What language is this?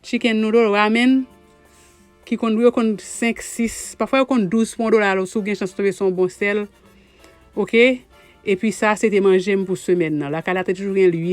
Haitian Creole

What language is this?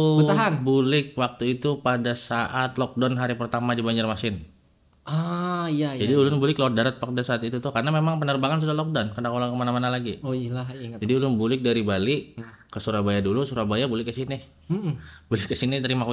Banjar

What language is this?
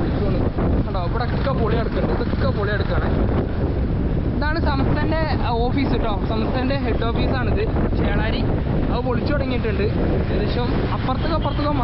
Malayalam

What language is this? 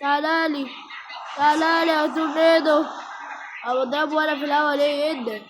Egyptian Arabic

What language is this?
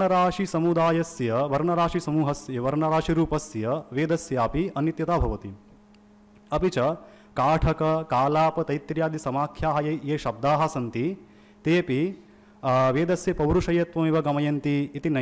Sanskrit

